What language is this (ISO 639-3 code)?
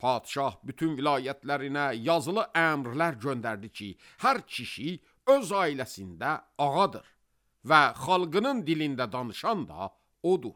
aze